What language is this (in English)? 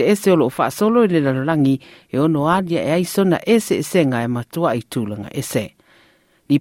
Samoan